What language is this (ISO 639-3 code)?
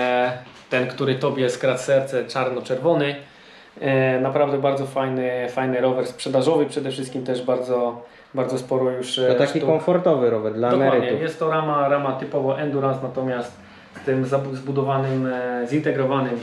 pol